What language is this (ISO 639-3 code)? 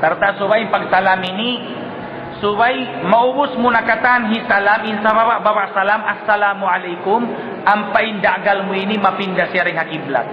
tsg